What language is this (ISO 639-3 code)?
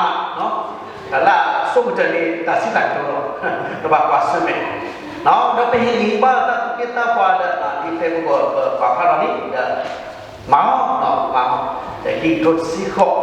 ksw